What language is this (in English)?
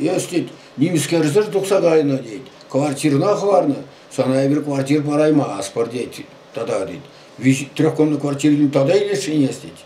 Chuvash